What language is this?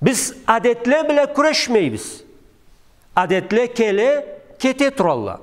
Karachay-Balkar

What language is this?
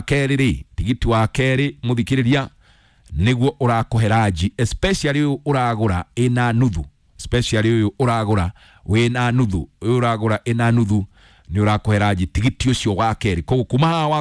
Kikuyu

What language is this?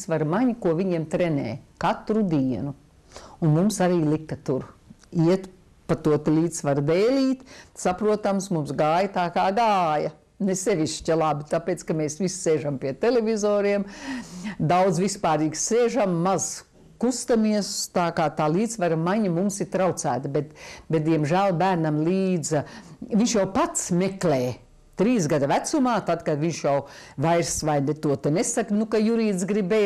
Latvian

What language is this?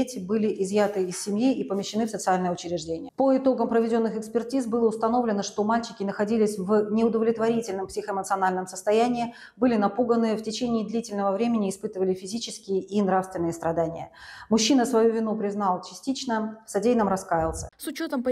Russian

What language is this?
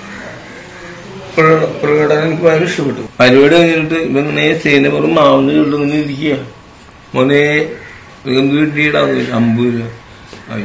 Malayalam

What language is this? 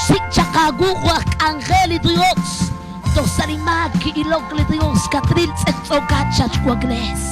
Kekchí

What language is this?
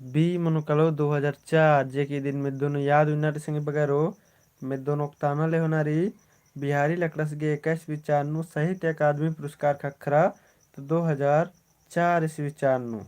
Kurukh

